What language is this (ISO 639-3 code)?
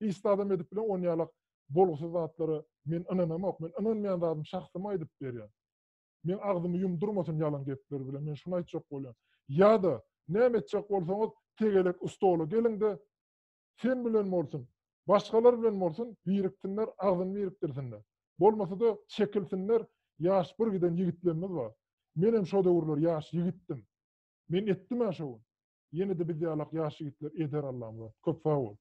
tuk